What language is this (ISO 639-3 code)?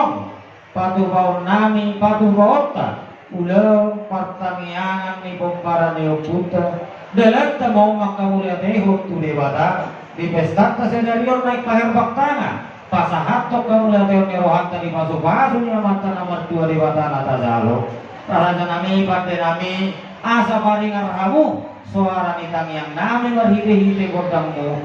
bbc